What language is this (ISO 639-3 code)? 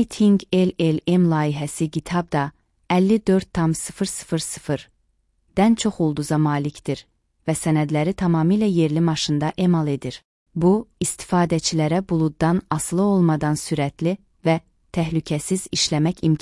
aze